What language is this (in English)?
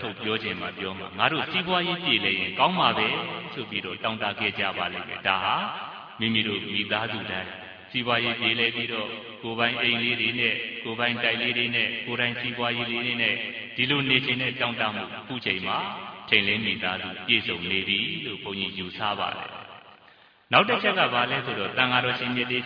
Burmese